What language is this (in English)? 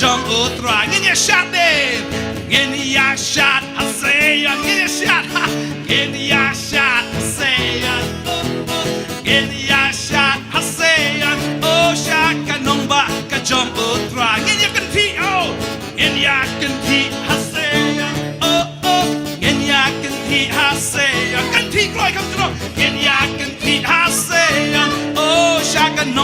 Khasi